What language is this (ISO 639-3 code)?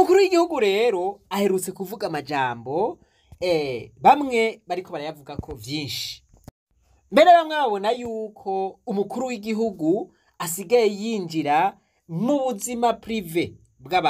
run